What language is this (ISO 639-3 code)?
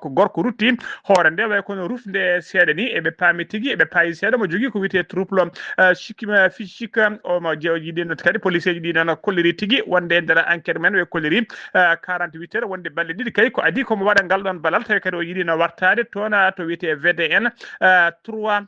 ful